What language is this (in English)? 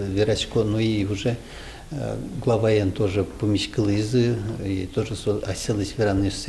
Udmurt